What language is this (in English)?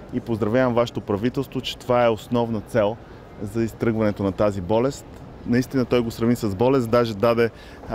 Bulgarian